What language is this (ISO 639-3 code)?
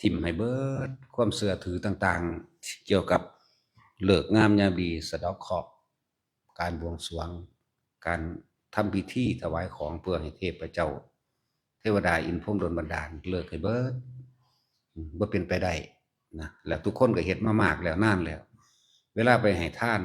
tts